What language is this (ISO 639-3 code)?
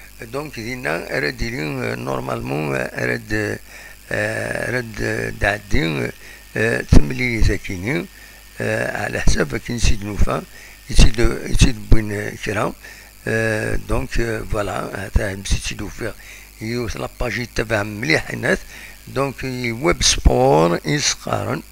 kab